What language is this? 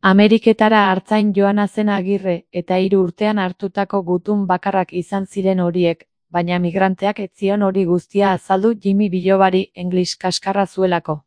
Basque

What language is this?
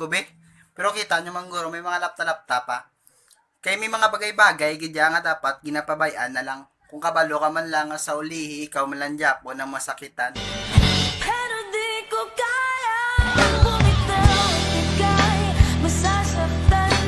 Hiligaynon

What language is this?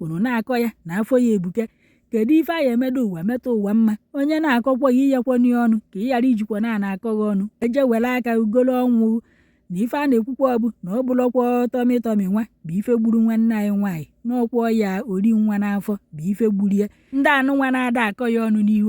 Igbo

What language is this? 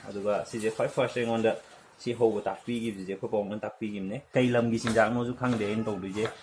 Manipuri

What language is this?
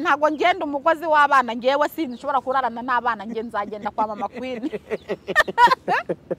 Kinyarwanda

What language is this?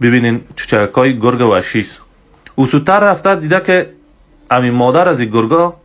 Tajik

